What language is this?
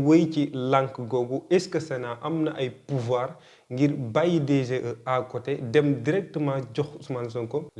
Wolof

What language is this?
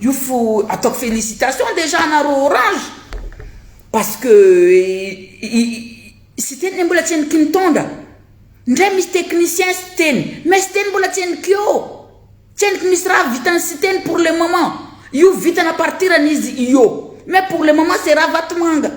Malagasy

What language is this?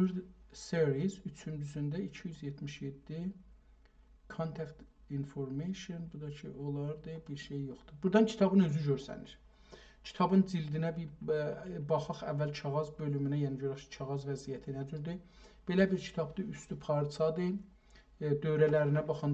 South Azerbaijani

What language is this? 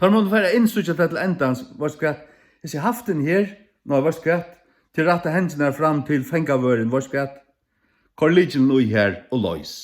Faroese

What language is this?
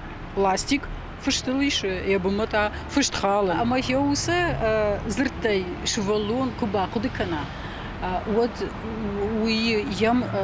Ossetic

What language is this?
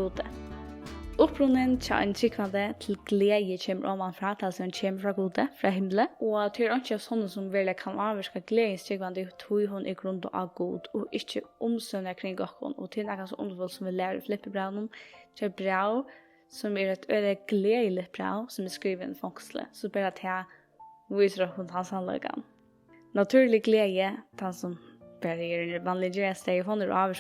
Faroese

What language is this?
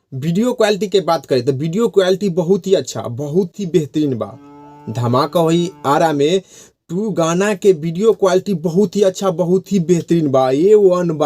Bhojpuri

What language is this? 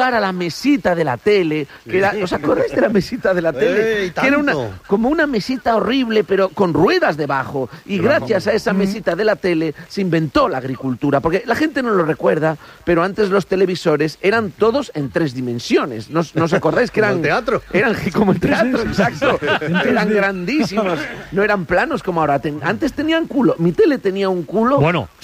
Spanish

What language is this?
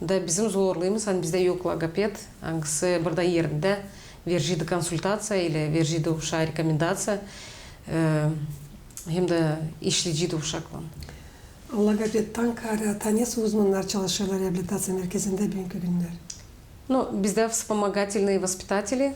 Gagauz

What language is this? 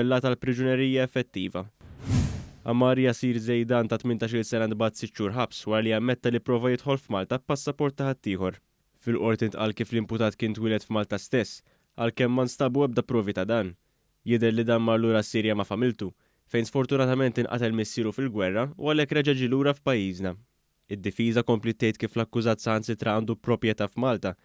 Maltese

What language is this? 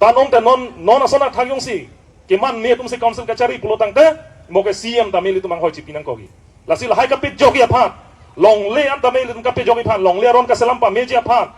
Karbi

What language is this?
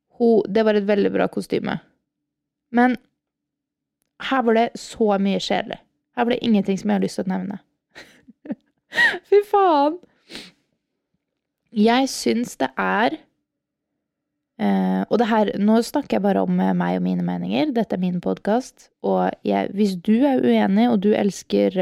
Norwegian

